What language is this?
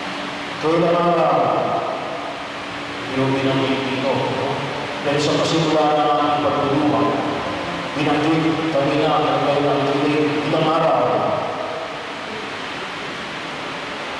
Filipino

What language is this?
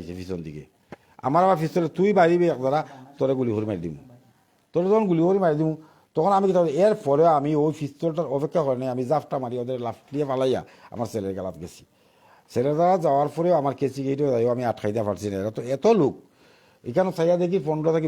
Sylheti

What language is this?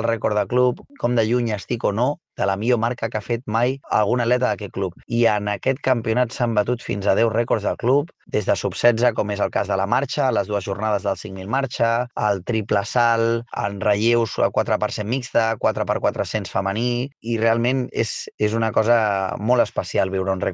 Catalan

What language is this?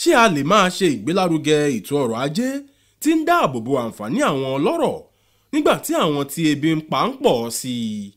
Yoruba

